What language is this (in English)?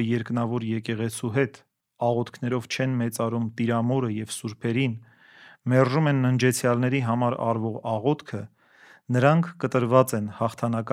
Armenian